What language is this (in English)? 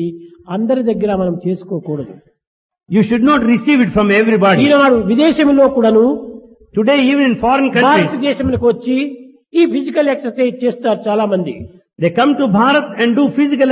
Telugu